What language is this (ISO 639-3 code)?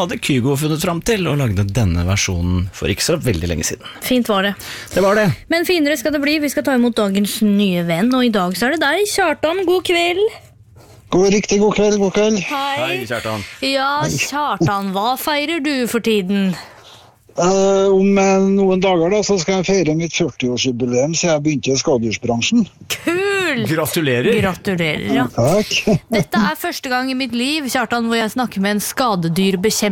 nor